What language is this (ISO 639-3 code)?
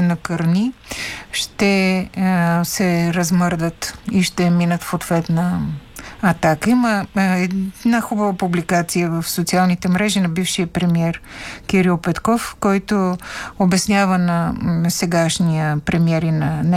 bul